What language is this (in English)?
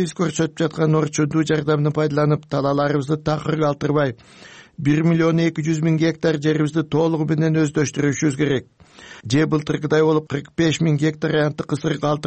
Kyrgyz